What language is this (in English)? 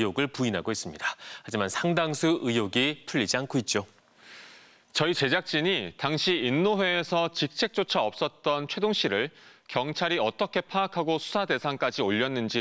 Korean